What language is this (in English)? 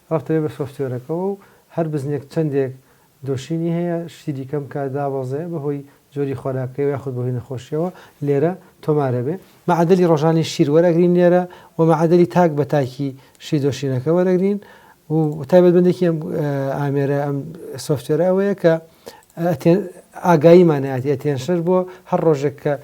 Central Kurdish